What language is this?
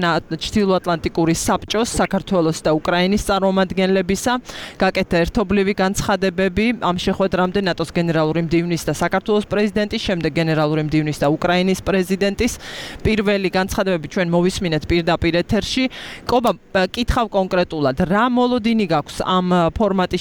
Georgian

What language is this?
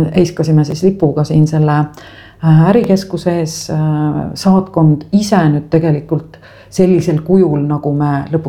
Estonian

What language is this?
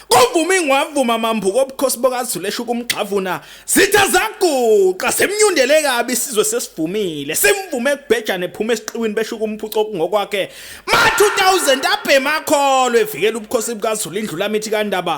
Zulu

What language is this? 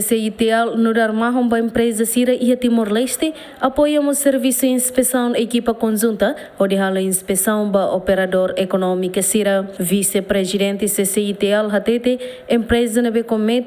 Tetum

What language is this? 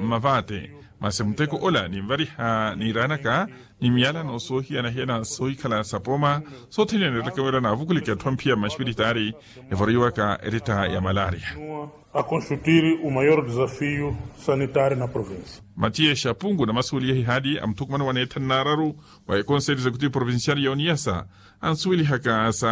Makhuwa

